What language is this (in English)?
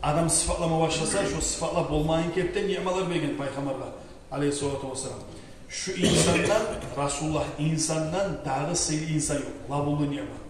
Kumyk